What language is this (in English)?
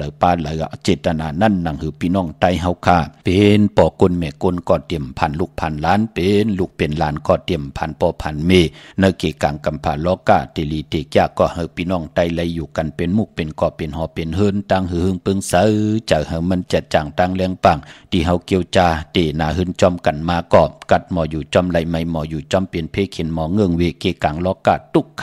Shan